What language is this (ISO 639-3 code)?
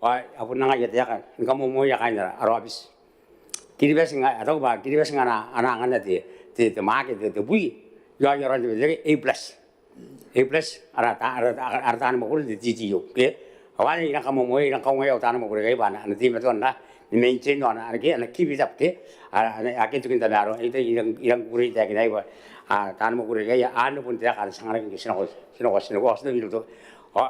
gil